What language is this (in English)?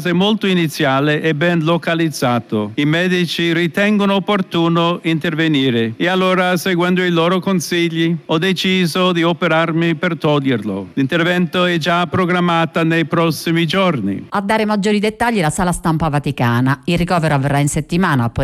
Italian